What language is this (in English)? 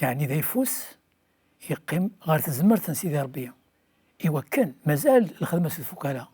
Kabyle